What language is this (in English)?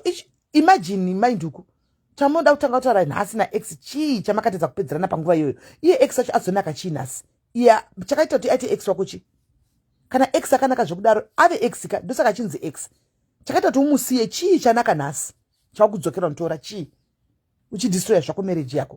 Shona